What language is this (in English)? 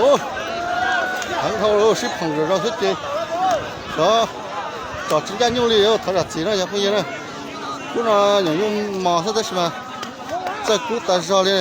Hmong